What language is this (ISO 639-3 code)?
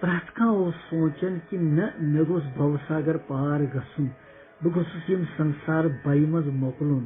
kas